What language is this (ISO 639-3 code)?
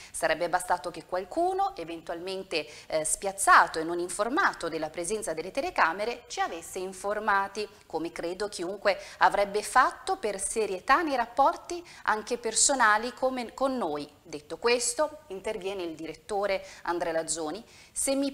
ita